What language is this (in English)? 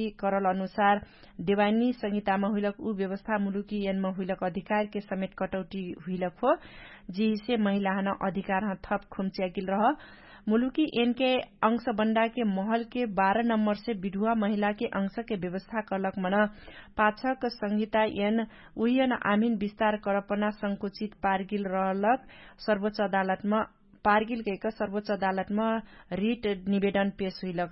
Dangaura Tharu